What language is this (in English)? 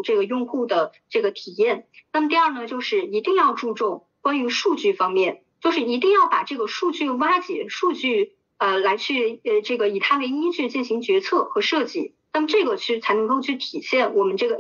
Chinese